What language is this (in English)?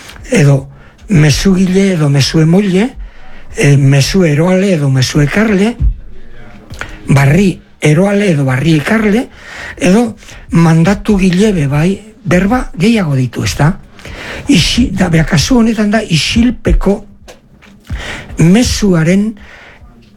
Basque